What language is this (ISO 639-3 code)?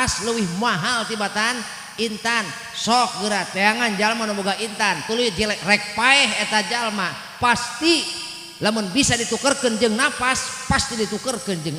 sun